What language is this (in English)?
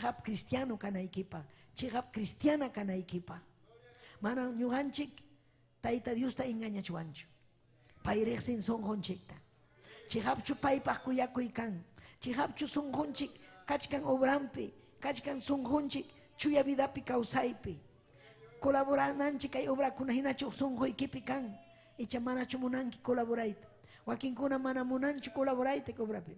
Ayacucho Quechua